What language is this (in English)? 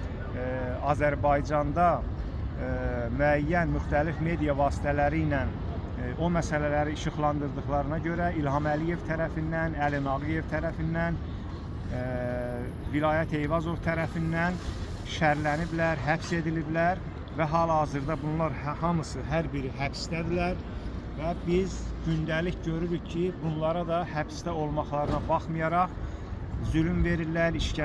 Azerbaijani